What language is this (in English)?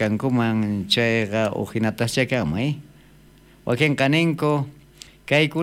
South Bolivian Quechua